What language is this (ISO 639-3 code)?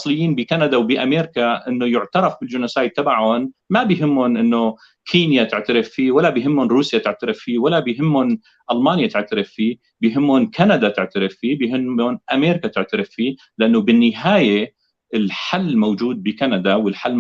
apc